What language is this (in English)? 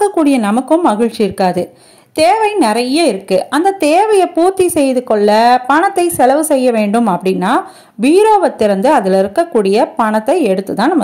Tamil